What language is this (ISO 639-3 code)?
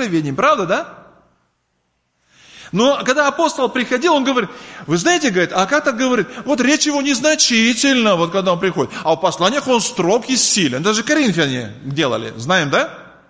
rus